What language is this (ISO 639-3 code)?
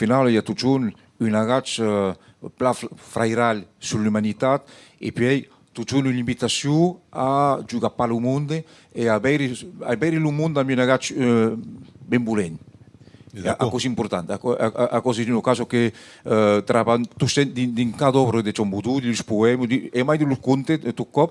oci